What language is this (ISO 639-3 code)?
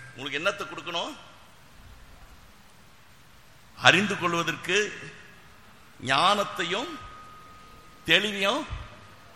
tam